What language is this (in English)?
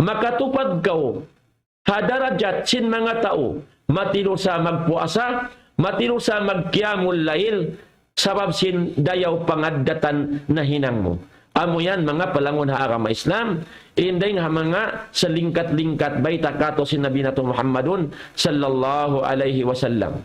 Tausug